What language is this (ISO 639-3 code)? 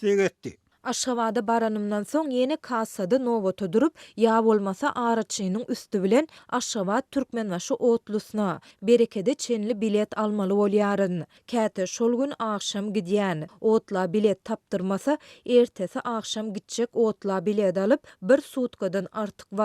tuk